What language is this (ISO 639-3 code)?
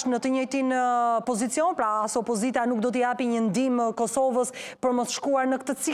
sqi